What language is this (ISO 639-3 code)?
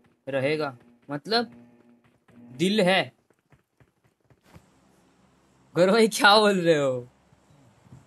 hin